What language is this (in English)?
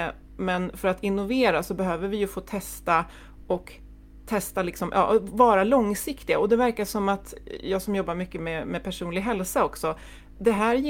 Swedish